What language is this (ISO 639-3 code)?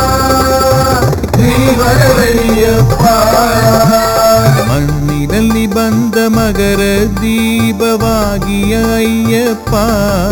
kan